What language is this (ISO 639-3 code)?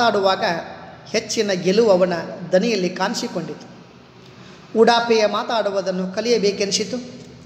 kan